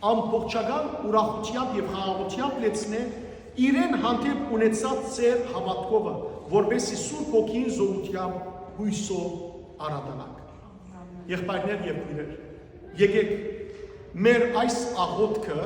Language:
Western Armenian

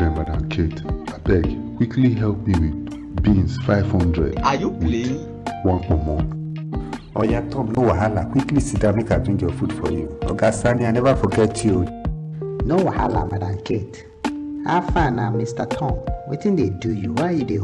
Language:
Nigerian Pidgin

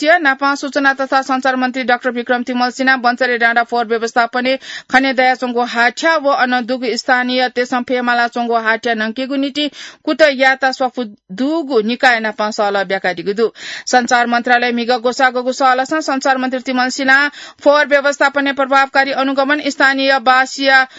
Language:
Newari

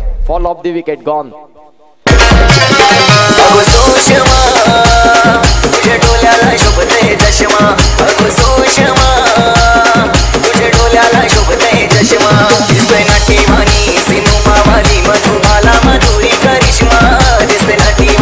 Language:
Marathi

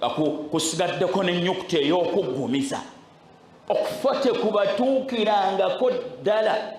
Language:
Ganda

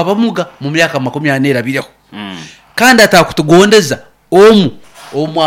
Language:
Nyoro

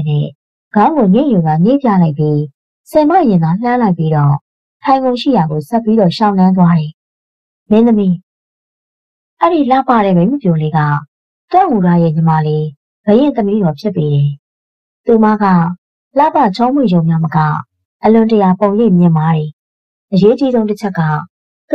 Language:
Burmese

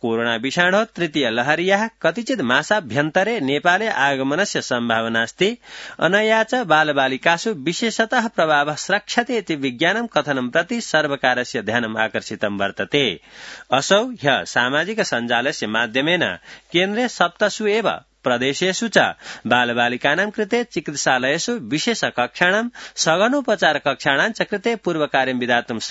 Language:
Sanskrit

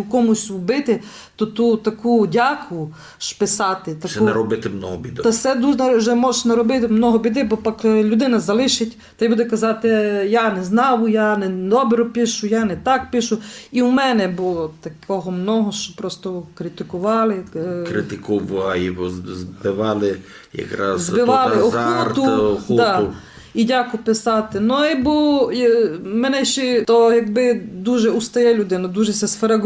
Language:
Rusyn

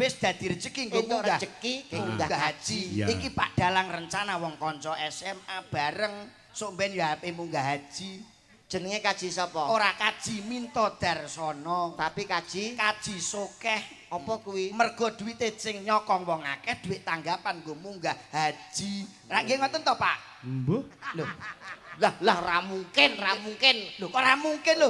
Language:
Javanese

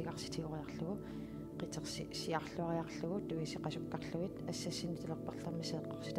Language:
Kalaallisut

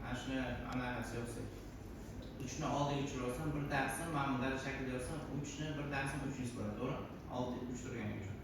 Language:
Uzbek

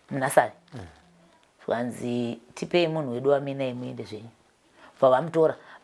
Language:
Shona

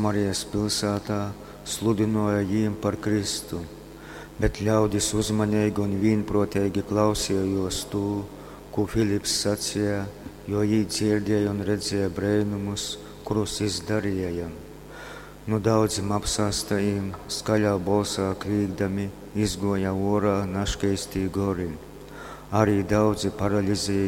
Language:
Latgalian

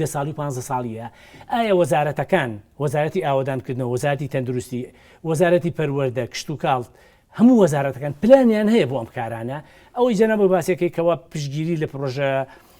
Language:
Central Kurdish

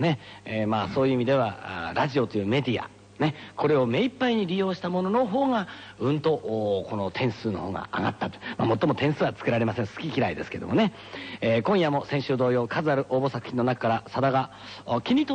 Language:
Japanese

